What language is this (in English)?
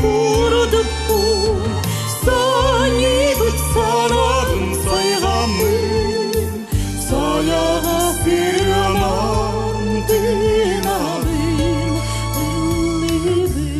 Yakut